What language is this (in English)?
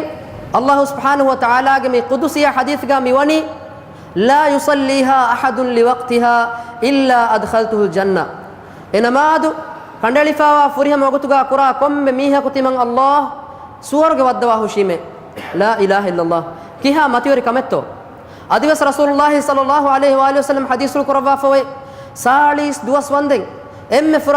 Divehi